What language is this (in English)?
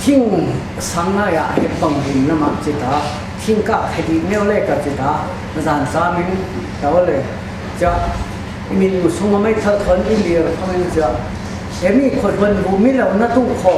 Falam Chin